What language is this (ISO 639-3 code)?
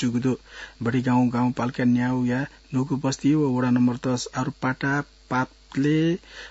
new